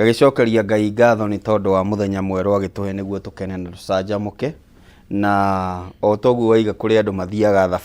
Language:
Kikuyu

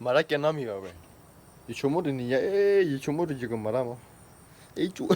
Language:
S'gaw Karen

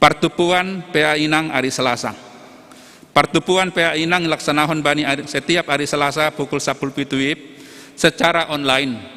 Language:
Batak Simalungun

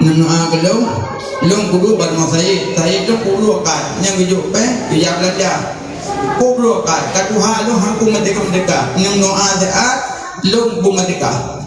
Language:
Achinese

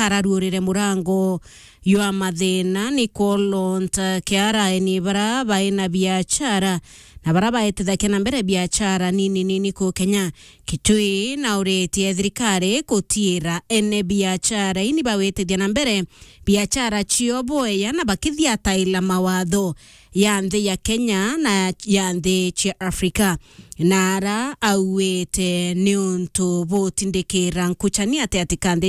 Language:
Meru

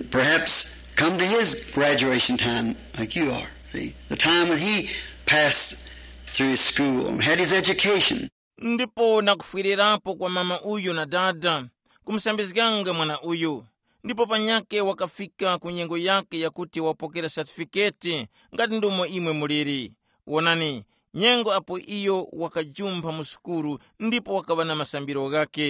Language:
Tumbuka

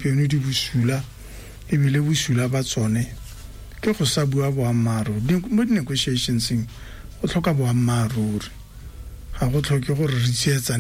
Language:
Tswana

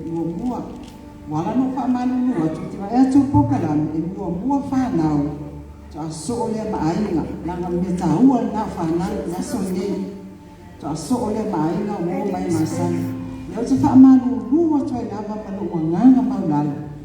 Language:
Samoan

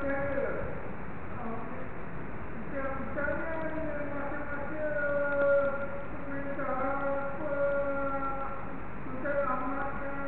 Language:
Malay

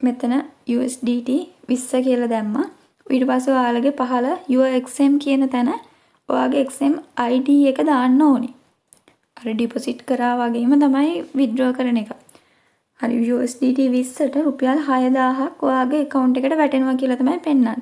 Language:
Sinhala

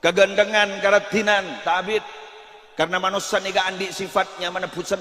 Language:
Madurese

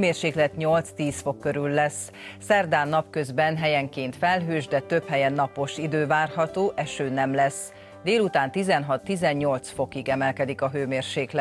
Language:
Hungarian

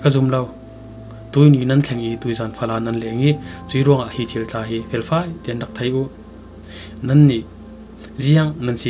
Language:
Falam Chin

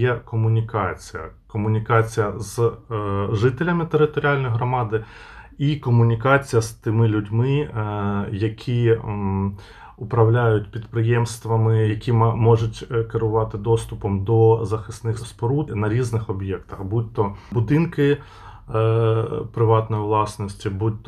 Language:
Ukrainian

